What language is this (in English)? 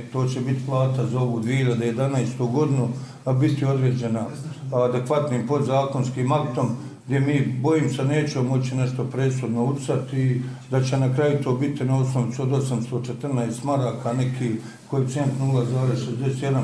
Bosnian